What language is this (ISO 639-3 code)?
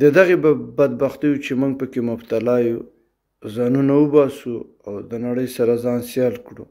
pus